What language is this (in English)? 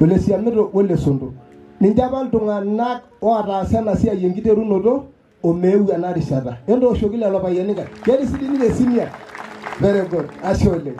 Masai